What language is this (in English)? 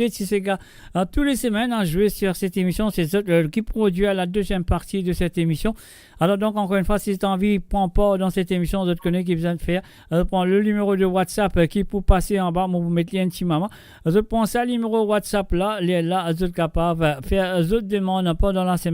Morisyen